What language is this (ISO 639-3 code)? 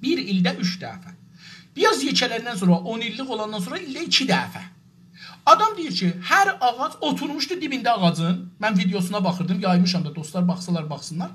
azb